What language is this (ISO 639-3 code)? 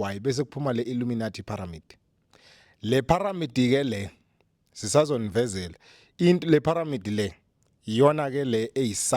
zul